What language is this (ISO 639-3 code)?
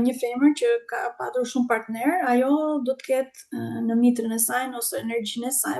sqi